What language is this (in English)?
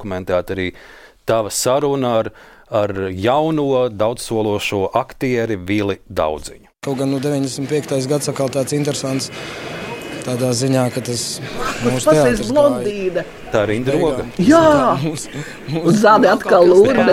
Latvian